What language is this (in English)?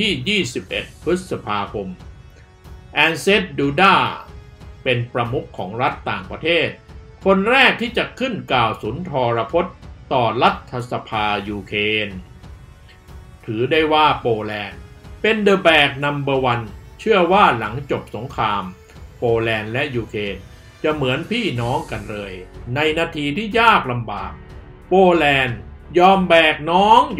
Thai